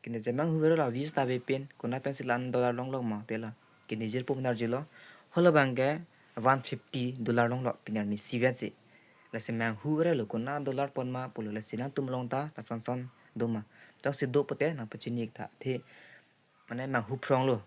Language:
Karbi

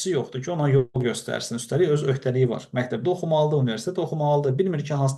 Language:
Azerbaijani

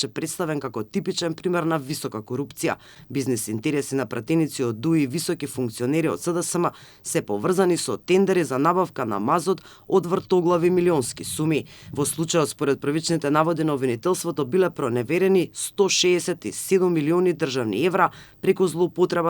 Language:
Macedonian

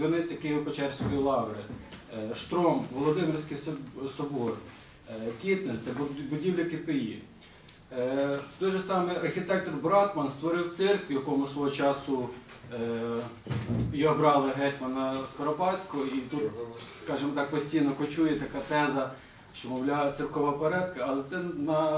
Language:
Ukrainian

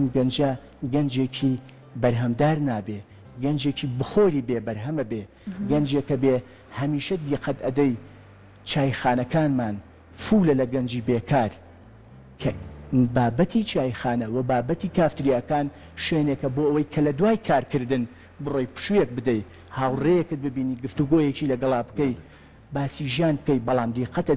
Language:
Central Kurdish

